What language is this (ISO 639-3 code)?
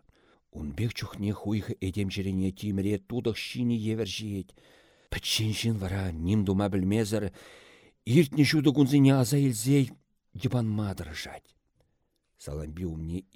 chv